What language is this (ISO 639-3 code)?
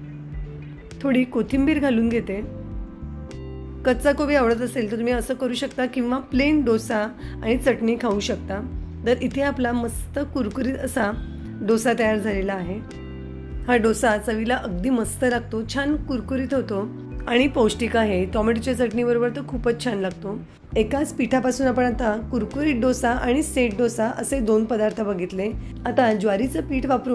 mar